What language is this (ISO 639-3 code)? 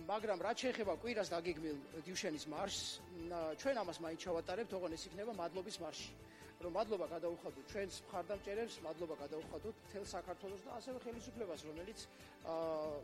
kat